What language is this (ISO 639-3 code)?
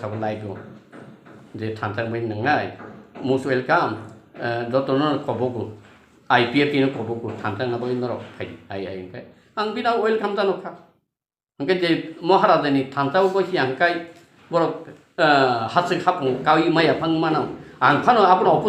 trp